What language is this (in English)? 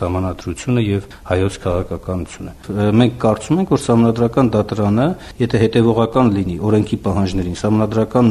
Armenian